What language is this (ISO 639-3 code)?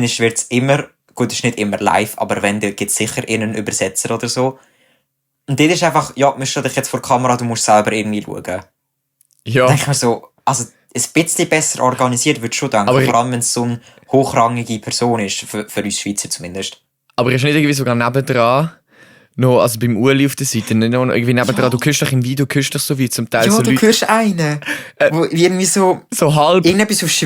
gsw